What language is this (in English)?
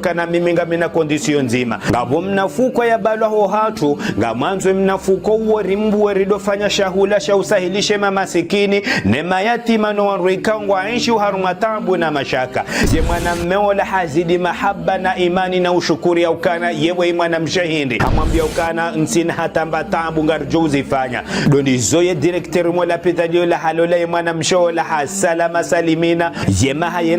Ngazidja Comorian